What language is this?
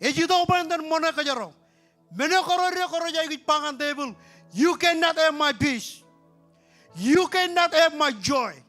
Marshallese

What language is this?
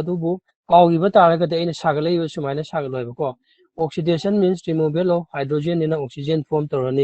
Manipuri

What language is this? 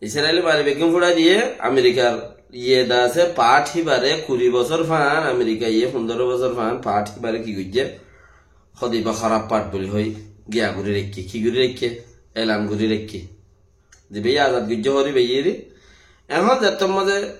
Rohingya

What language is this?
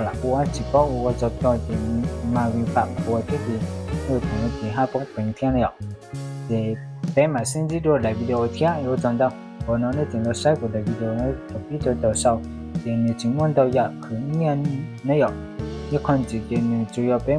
Hmong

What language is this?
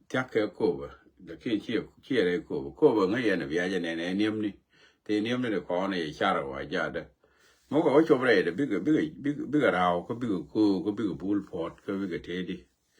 Nuer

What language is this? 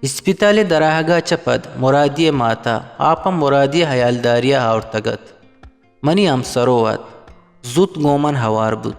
Eastern Balochi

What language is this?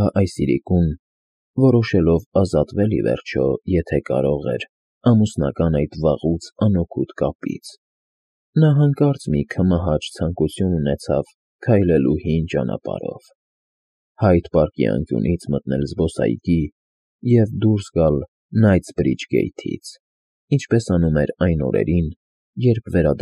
Armenian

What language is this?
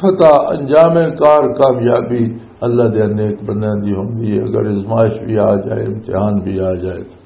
Western Panjabi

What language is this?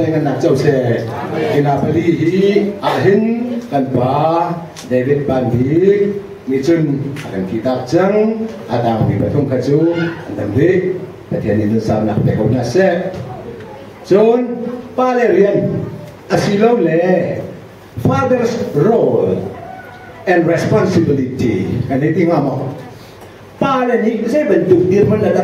Hakha Chin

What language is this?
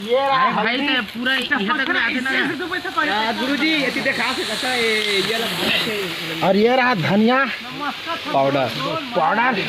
Chhattisgarhi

